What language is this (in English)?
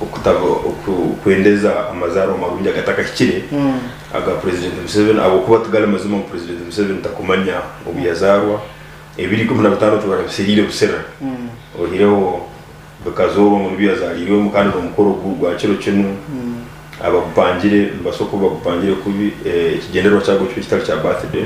Nyankole